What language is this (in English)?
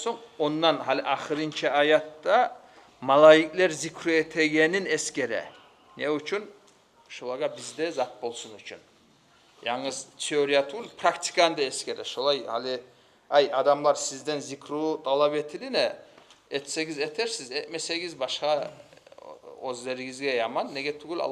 Kumyk